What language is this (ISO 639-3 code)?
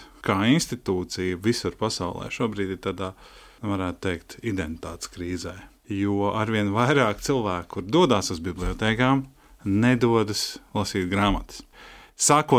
lav